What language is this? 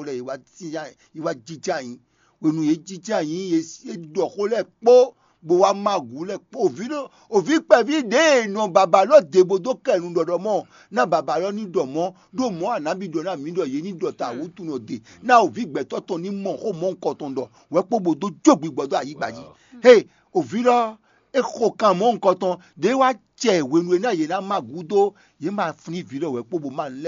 Fon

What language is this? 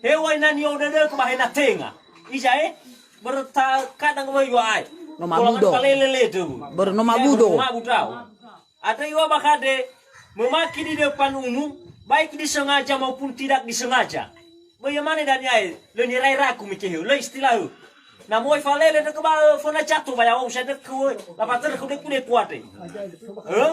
Nias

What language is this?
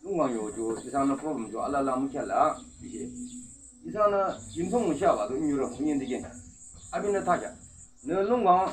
Yimchungru Naga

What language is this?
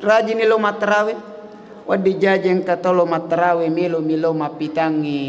Buginese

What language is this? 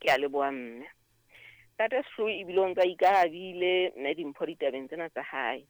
Southern Sotho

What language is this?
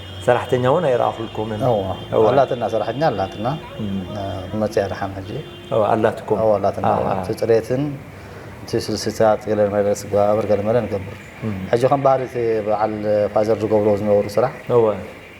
Tigrinya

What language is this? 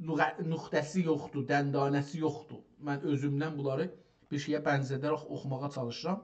South Azerbaijani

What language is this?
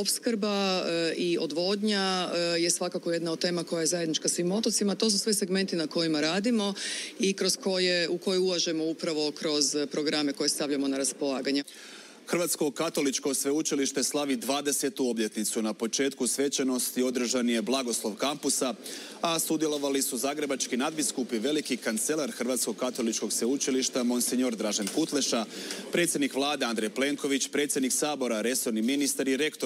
Croatian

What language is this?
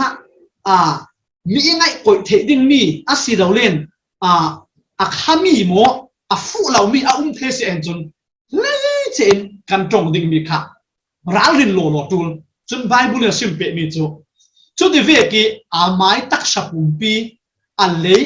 Falam Chin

